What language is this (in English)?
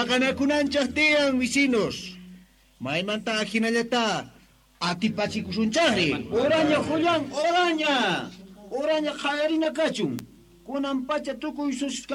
Quechua